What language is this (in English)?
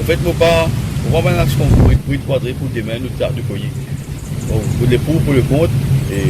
Morisyen